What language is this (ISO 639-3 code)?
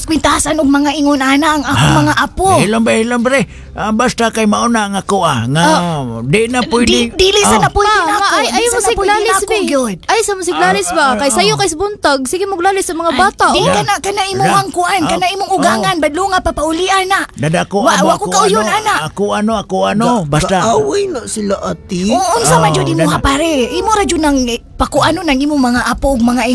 ceb